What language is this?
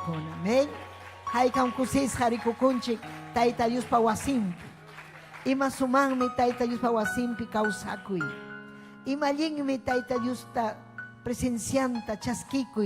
Ayacucho Quechua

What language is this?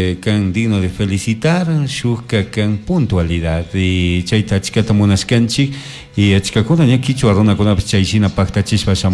Chimborazo Highland Quichua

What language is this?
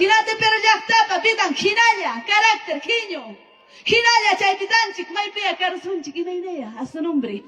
Ayacucho Quechua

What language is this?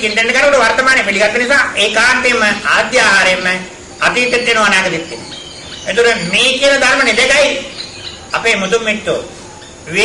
Sinhala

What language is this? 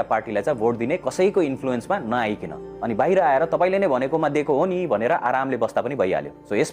Nepali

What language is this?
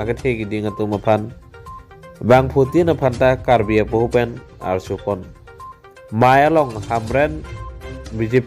Karbi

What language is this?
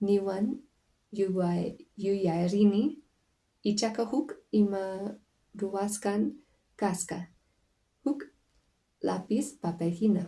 Quechua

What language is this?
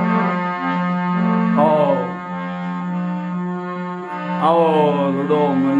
Gujarati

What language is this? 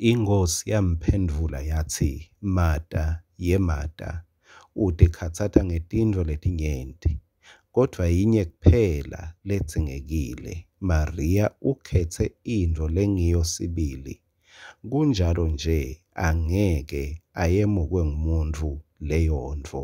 Swati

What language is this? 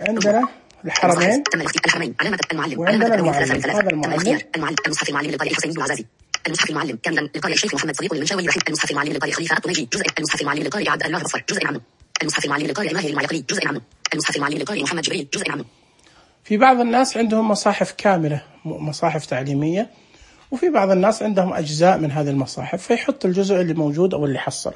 Najdi Arabic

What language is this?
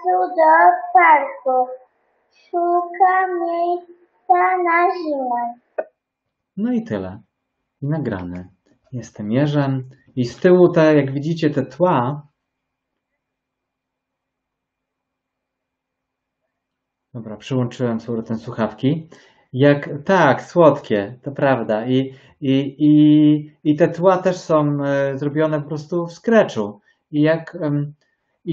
Polish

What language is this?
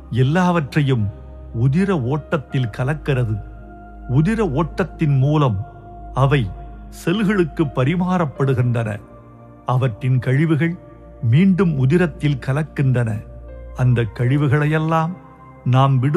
Tamil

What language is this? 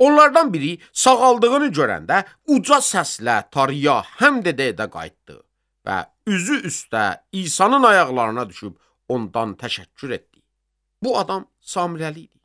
Azerbaijani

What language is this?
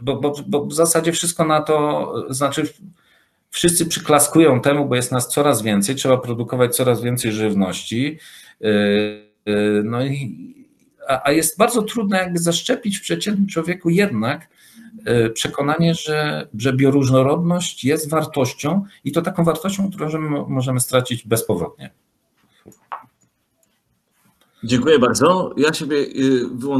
Polish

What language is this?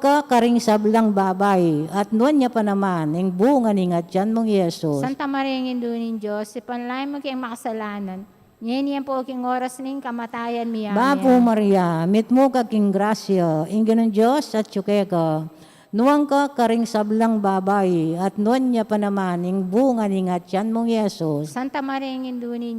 Pampanga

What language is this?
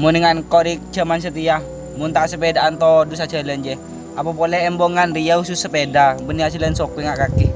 Madurese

